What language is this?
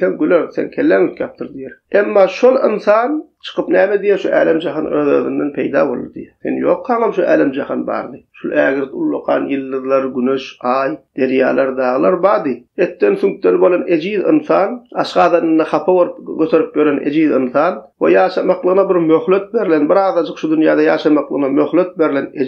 Turkmen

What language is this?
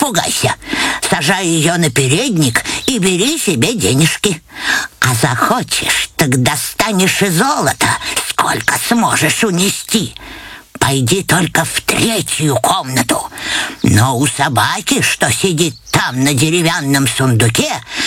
Russian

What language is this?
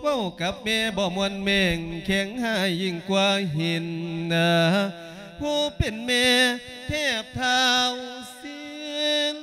Lao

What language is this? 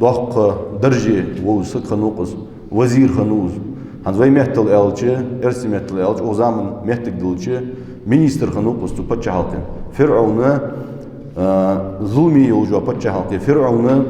Ingush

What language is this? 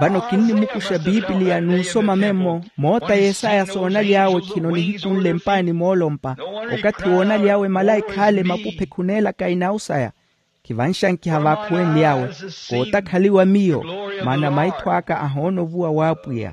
Makhuwa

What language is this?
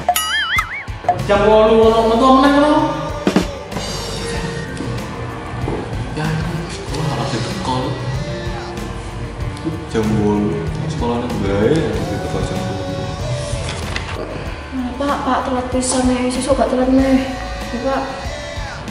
Javanese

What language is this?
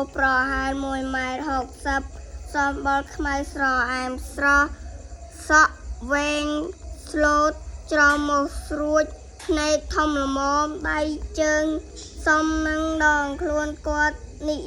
Khmer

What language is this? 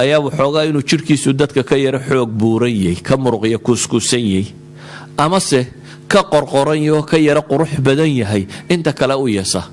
Somali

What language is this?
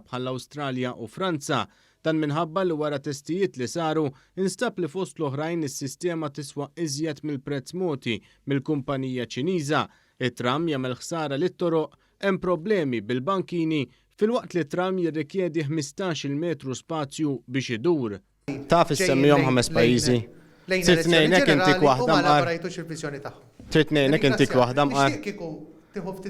Maltese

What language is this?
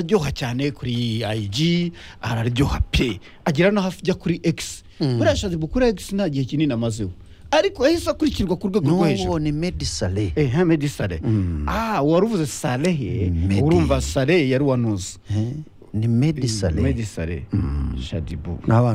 Kinyarwanda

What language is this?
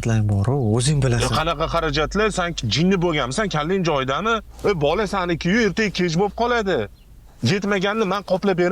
Uzbek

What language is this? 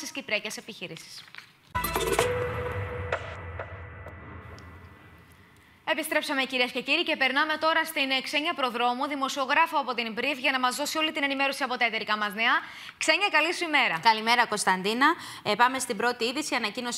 Greek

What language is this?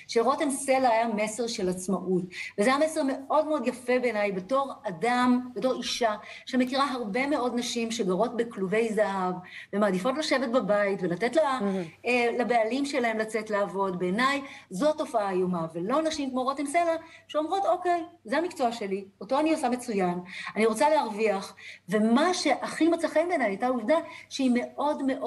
Hebrew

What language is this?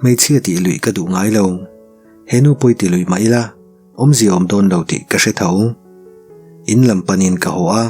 Mizo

